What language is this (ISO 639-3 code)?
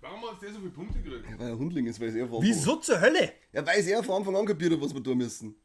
bar